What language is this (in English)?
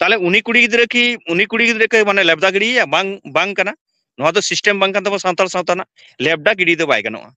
Santali